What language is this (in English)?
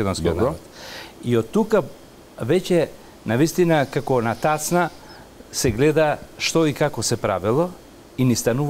Macedonian